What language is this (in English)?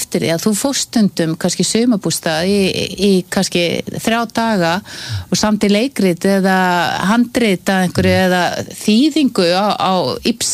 Icelandic